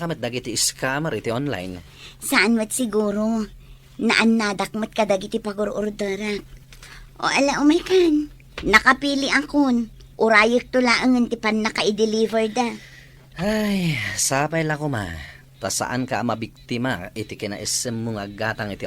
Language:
Iloko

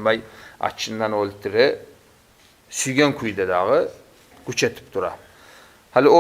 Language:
Kumyk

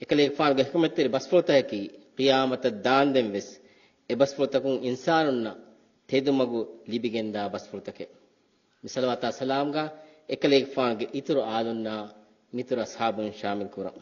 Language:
Divehi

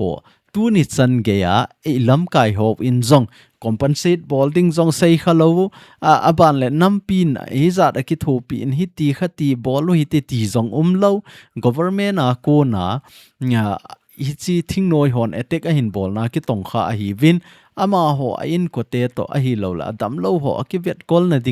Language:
Thado Chin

